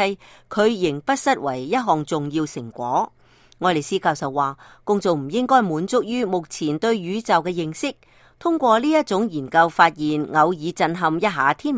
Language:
Cantonese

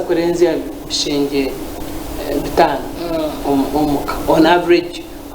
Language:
Nyankole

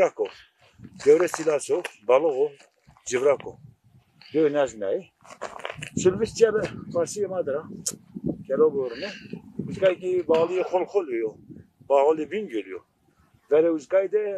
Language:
Zaza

